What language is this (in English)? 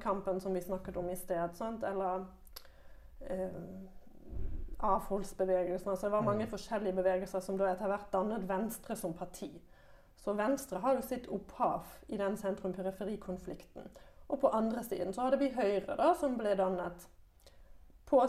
Norwegian